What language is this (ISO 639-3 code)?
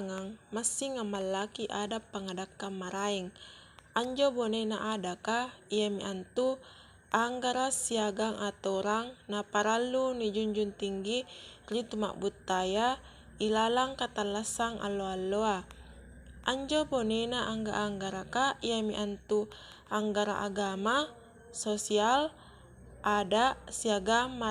mak